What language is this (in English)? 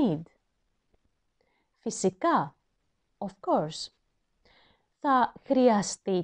Greek